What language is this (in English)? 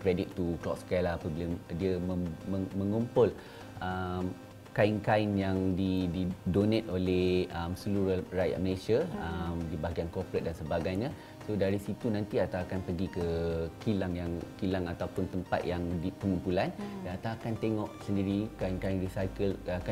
Malay